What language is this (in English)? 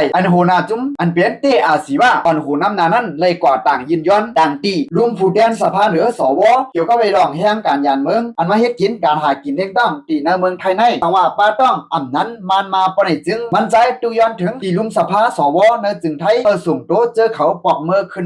Shan